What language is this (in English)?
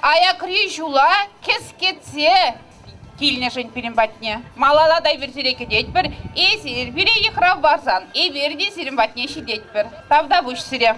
Chuvash